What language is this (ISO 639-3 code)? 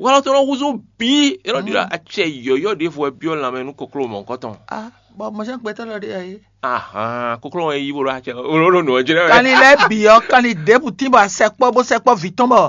fon